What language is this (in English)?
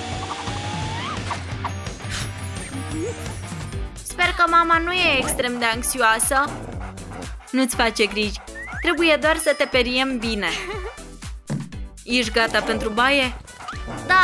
Romanian